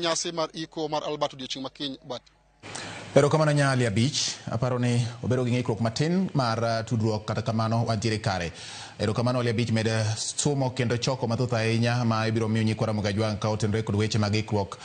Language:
Luo (Kenya and Tanzania)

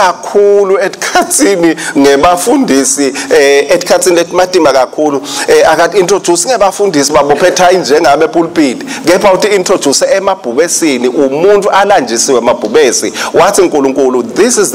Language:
Swati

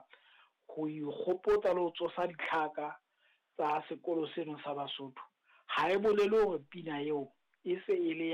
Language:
Southern Sotho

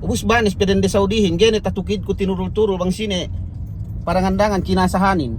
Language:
Yakan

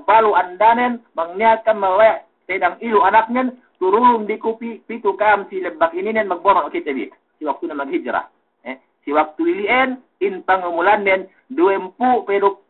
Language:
Yakan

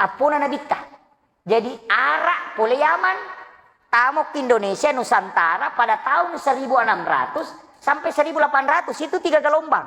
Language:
Buginese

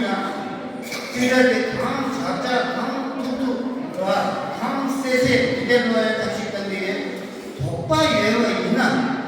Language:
Tibetan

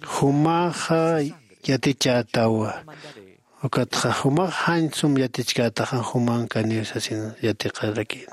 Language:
Aymara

